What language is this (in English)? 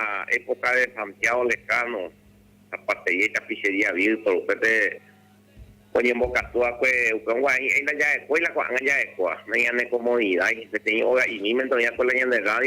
Guarani